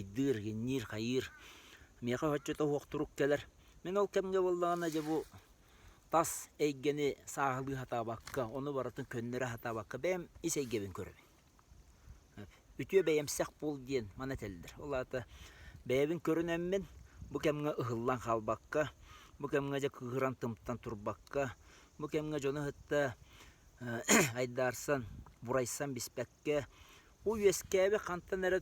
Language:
Yakut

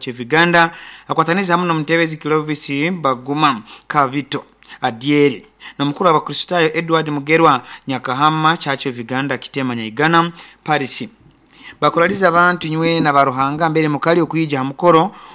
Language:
Nyoro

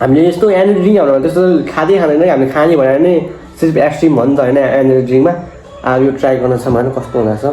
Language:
Nepali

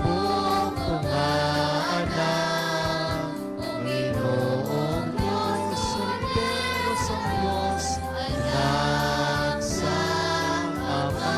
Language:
Hiligaynon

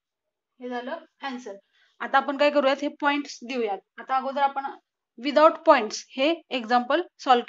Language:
Marathi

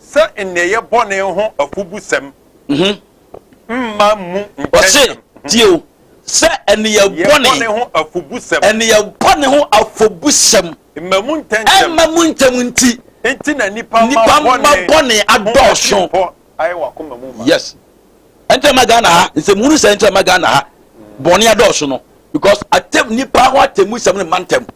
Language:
Akan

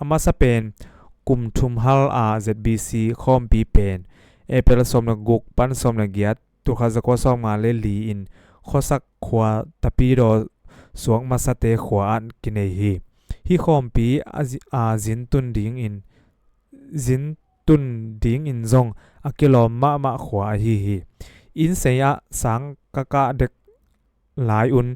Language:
Tedim Chin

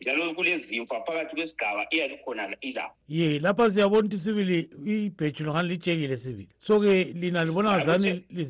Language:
North Ndebele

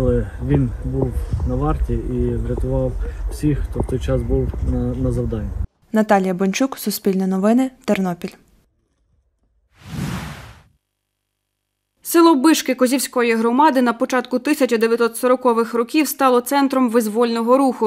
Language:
Ukrainian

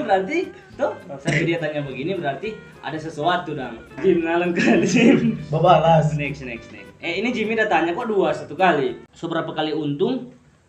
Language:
Manado Malay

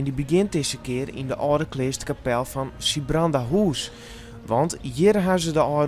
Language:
Western Frisian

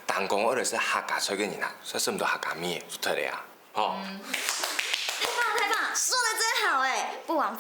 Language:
Hakka Chinese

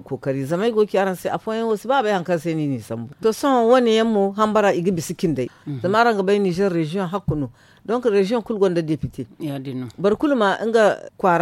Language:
Zarma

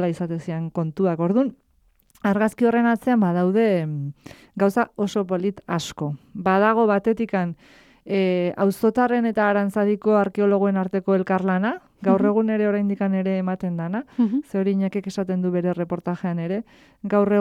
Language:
Basque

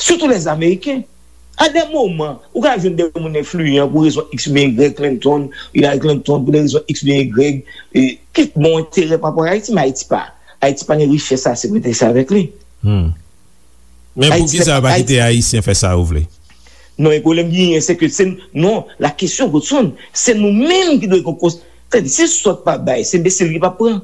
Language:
Haitian Creole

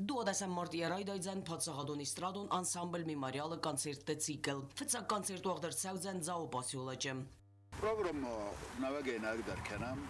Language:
Ossetic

